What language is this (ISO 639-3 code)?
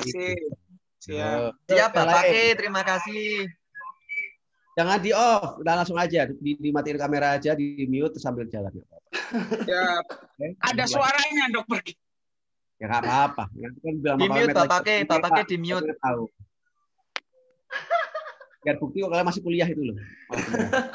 ind